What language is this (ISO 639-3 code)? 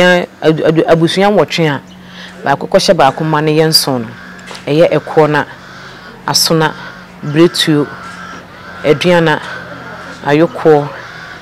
aka